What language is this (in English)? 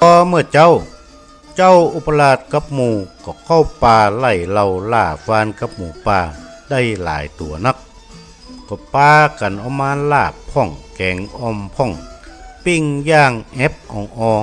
Northern Thai